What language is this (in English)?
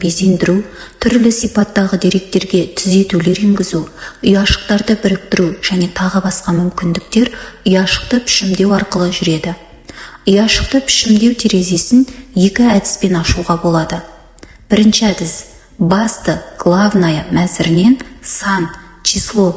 Kazakh